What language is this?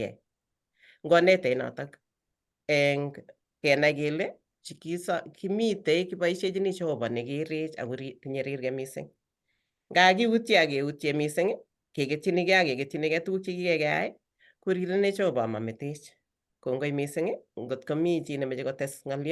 Kalenjin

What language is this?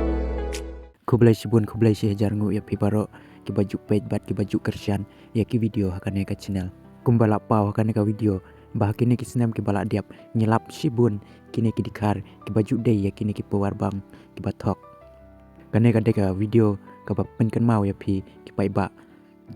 Khasi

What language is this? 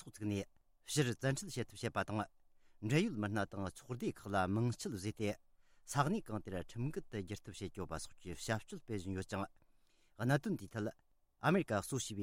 Tibetan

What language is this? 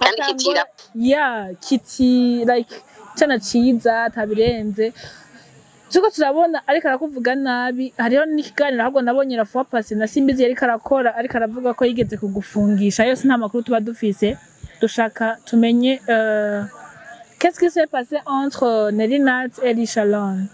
Rundi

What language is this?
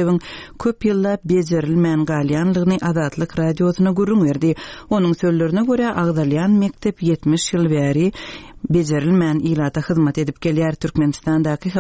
Turkmen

